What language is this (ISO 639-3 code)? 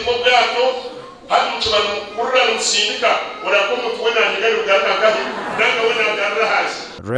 nyn